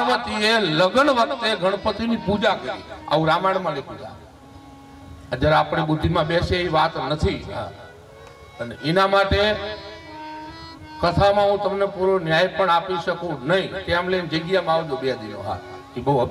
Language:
Gujarati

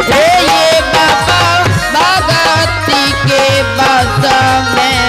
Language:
Angika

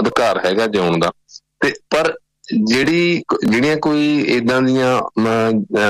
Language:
Punjabi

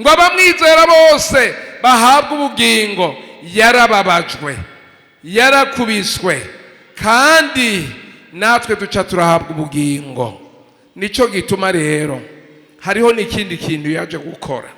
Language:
Rundi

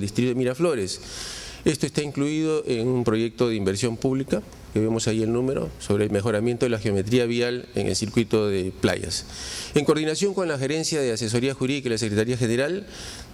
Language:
Spanish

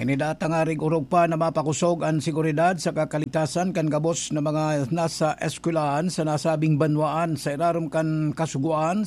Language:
Bikol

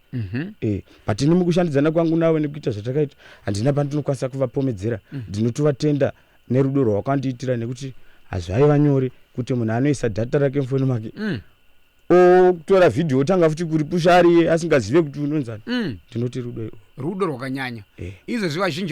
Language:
Shona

